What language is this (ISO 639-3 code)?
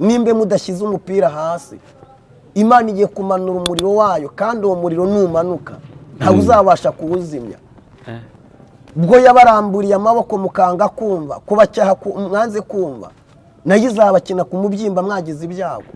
kin